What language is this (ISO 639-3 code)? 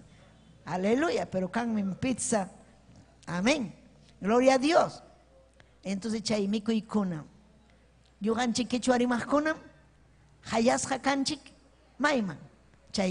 quy